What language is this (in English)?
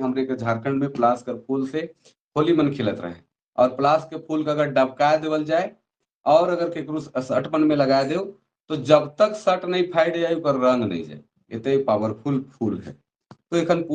Sadri